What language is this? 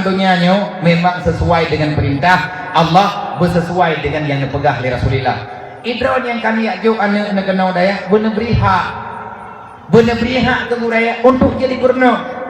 Achinese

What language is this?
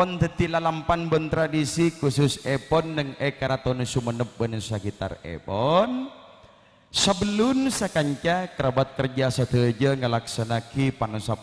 Madurese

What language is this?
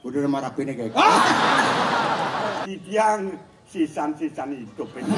Balinese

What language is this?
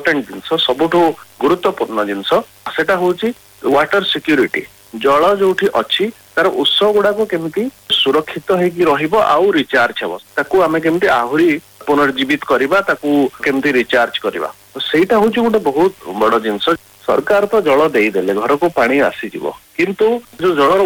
Odia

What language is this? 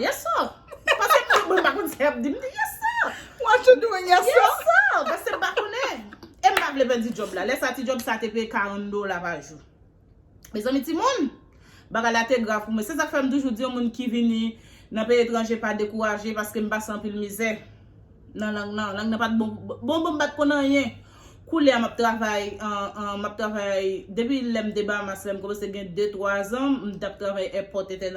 Haitian Creole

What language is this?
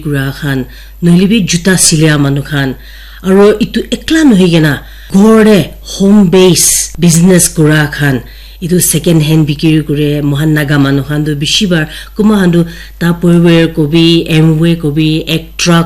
Naga Pidgin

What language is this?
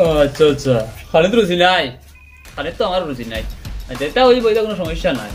Sylheti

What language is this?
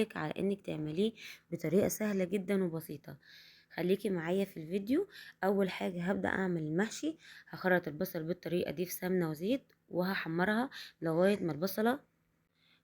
Egyptian Arabic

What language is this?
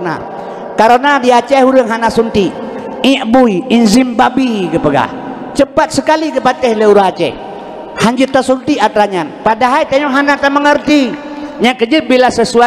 Achinese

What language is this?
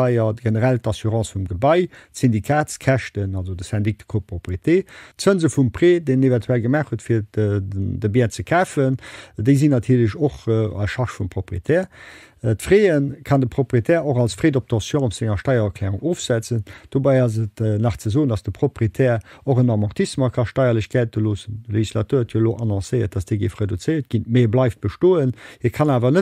Luxembourgish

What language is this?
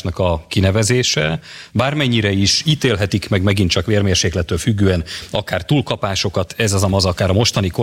Hungarian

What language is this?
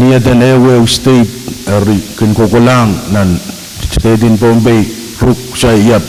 Pohnpeian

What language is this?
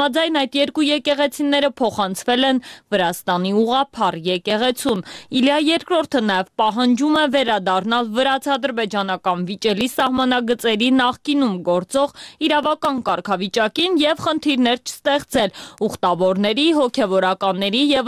Armenian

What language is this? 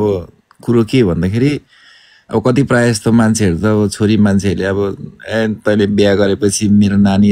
Nepali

